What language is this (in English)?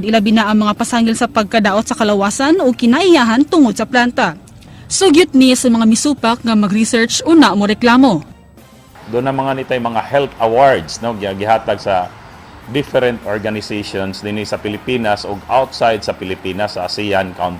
Cebuano